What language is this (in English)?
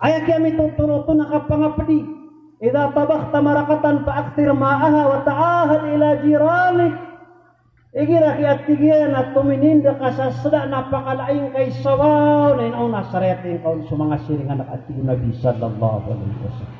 Maranao